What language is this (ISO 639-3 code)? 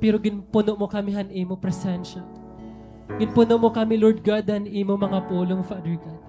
war